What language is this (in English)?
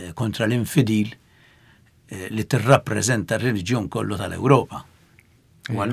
Maltese